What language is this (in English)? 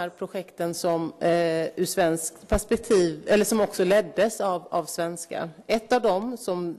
Swedish